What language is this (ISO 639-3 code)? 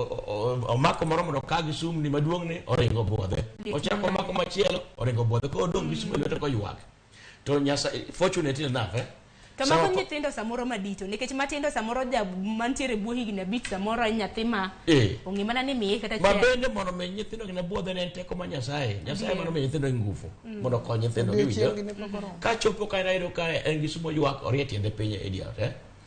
luo